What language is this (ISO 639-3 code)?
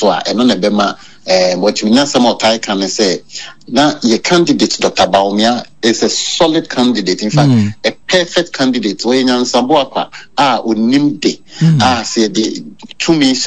aka